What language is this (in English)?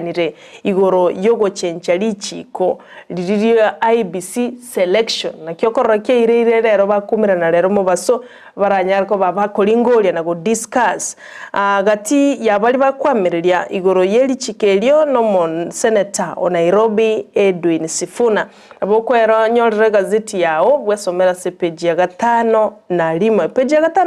Gusii